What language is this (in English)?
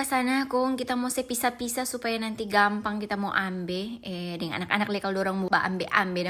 Manado Malay